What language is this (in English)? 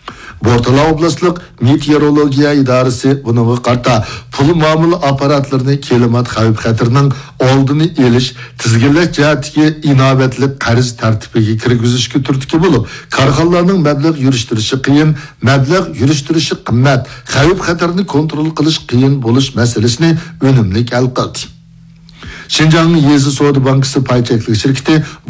Uyghur